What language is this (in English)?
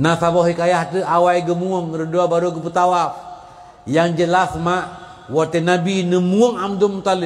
Achinese